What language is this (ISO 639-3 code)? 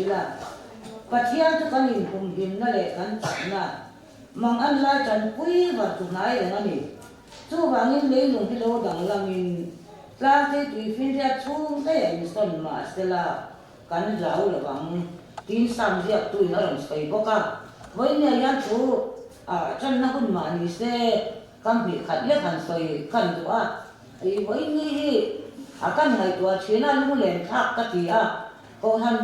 lus